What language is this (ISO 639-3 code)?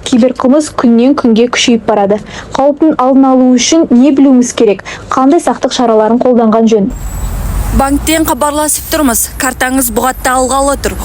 kaz